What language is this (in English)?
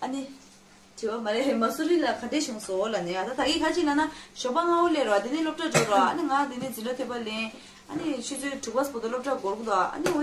Tibetan